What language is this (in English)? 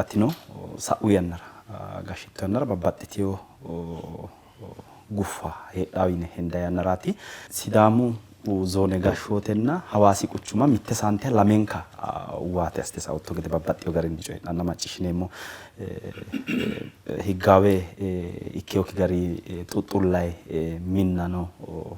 Sidamo